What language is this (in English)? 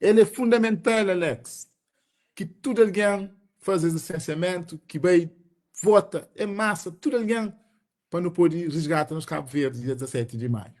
Kabuverdianu